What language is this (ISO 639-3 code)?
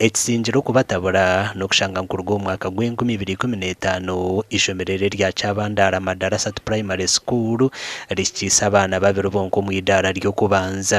nyn